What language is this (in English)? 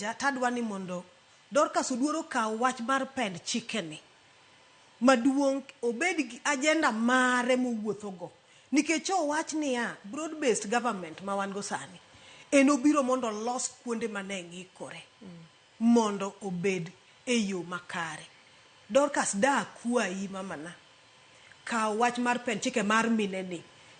Luo (Kenya and Tanzania)